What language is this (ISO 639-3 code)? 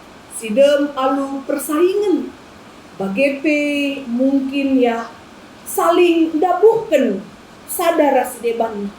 btx